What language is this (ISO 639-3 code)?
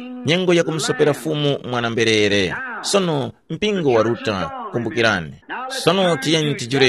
tum